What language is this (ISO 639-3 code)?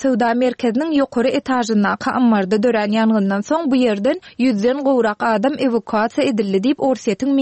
tuk